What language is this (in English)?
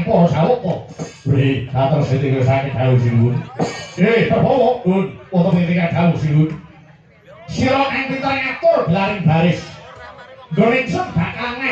Javanese